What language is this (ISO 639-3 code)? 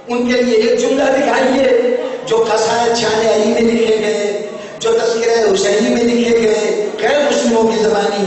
urd